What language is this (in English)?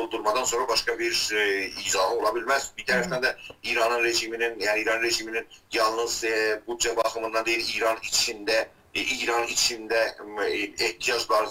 South Azerbaijani